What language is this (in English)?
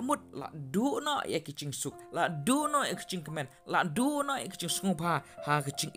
Khasi